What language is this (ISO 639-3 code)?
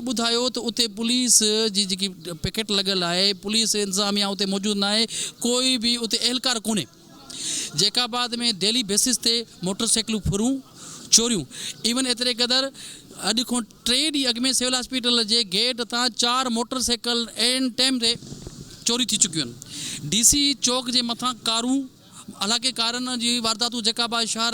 snd